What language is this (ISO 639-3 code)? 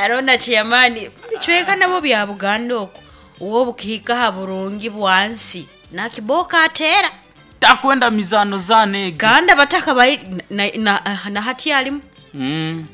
nyo